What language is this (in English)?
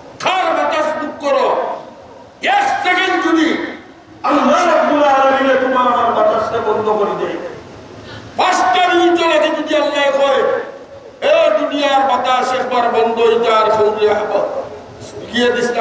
Sylheti